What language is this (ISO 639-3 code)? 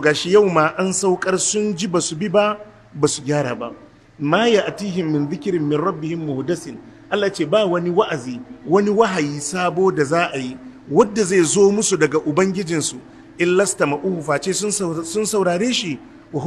hau